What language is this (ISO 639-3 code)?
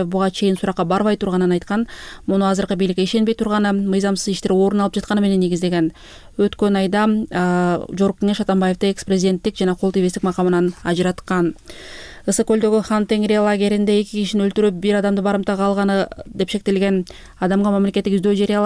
kir